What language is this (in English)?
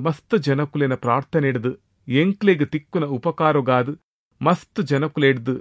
Tulu